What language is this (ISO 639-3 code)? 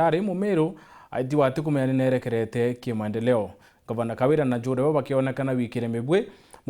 mer